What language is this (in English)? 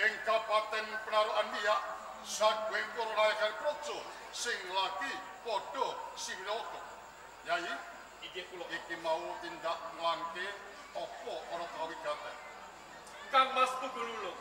Javanese